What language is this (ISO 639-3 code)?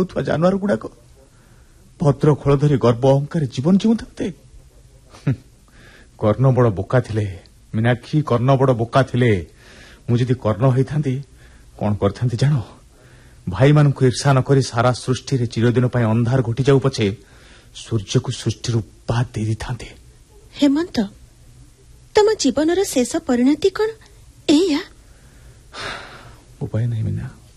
ori